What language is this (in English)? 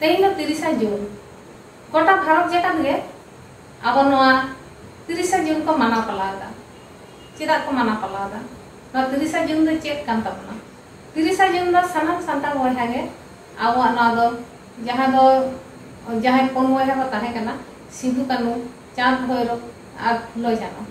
Santali